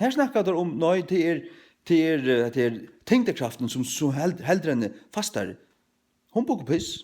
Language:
Faroese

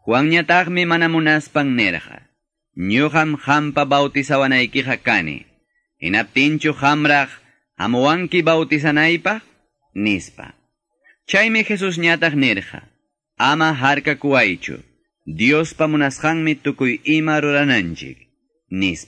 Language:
Quechua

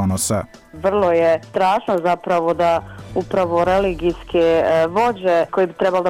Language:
Bosnian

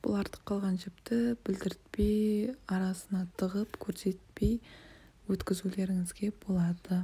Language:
Kazakh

